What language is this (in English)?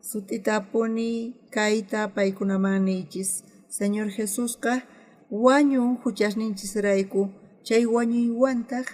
South Bolivian Quechua